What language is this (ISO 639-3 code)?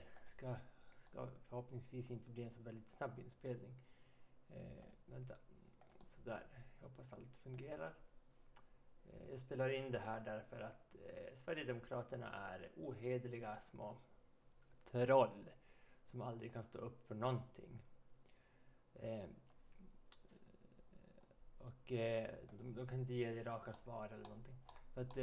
swe